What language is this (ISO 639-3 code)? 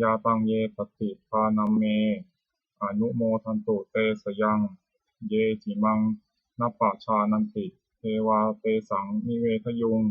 pli